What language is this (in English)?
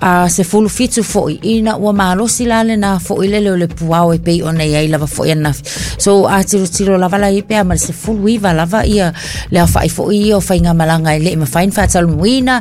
Samoan